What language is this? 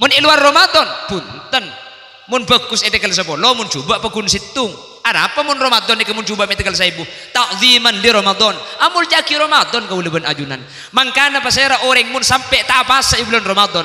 Madurese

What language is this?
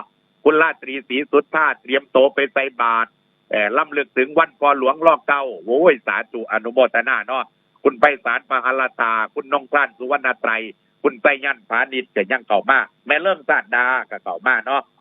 Northeastern Thai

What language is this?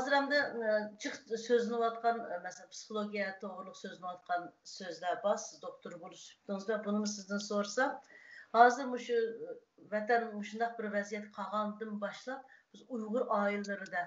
Uyghur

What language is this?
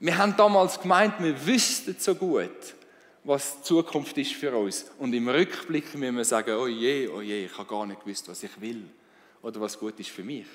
Swiss German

